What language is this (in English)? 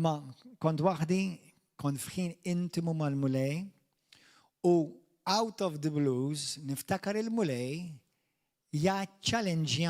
Maltese